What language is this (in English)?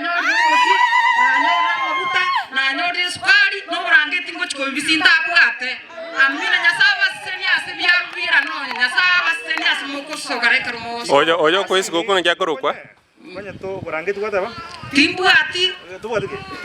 Gusii